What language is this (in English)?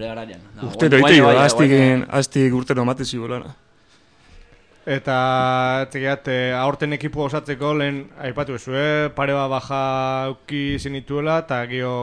Basque